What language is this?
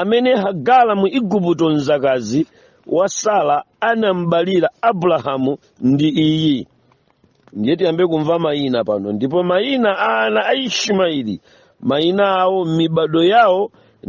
Nyanja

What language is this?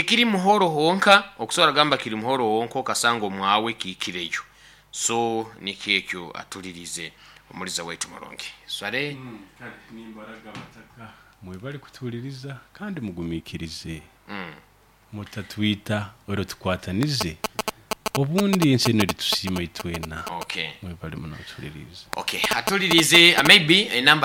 Nyoro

